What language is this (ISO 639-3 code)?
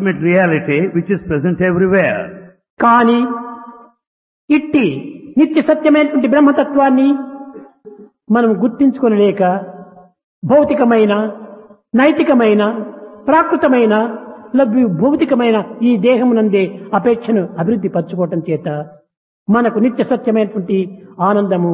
tel